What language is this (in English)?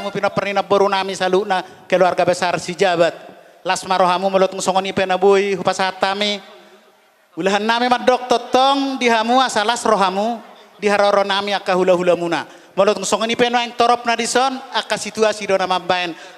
Batak Toba